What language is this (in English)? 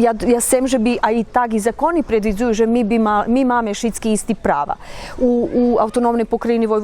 Rusyn